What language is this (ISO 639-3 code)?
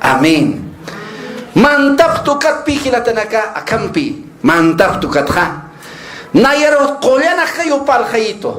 aym